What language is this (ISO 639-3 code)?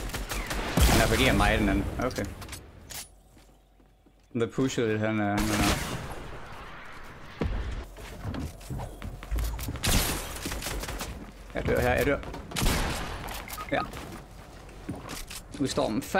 dan